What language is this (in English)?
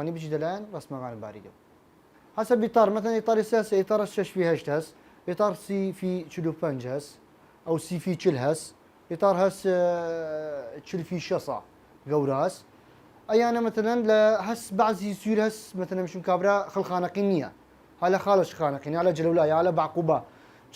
Southern Kurdish